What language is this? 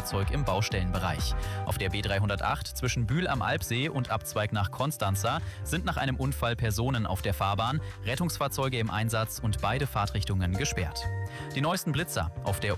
German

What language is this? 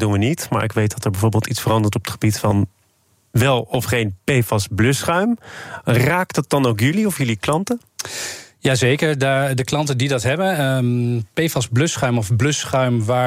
Dutch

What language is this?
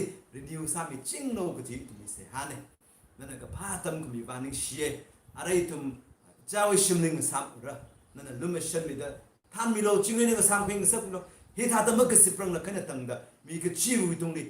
Tangkhul Naga (India)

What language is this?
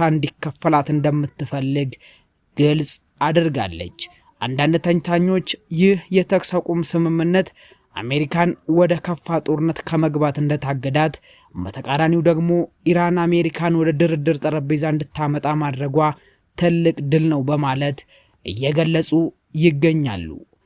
Amharic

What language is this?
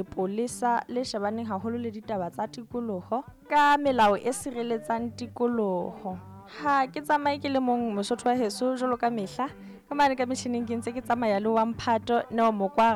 Southern Sotho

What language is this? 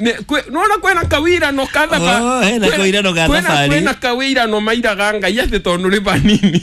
Kikuyu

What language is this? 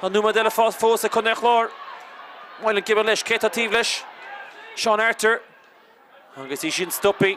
Irish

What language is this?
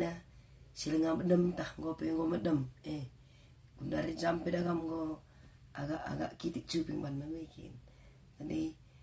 Batak Karo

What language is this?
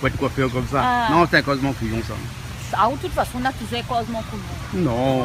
Réunion Creole French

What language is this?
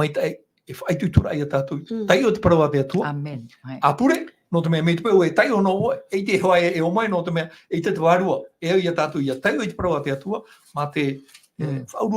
Tahitian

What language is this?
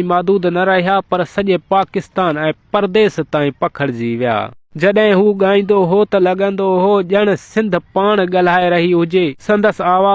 Sindhi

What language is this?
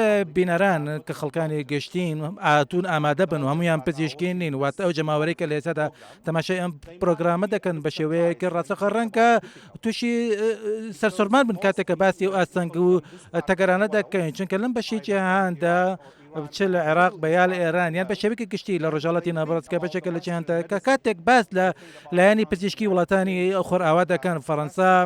Central Kurdish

